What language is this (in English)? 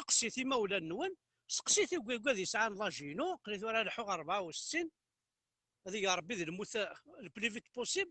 Kabyle